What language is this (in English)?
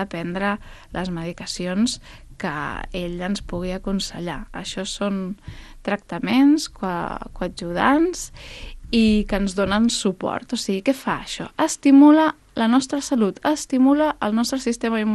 Catalan